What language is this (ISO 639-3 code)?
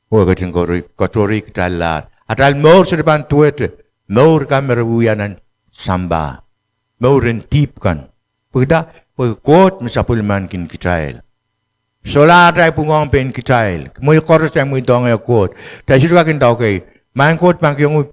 pon